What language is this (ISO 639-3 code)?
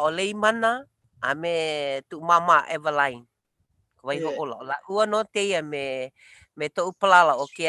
haw